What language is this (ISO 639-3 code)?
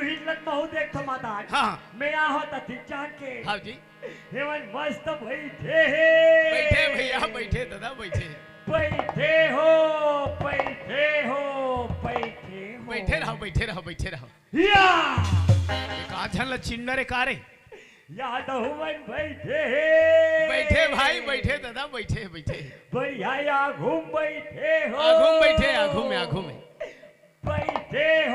hne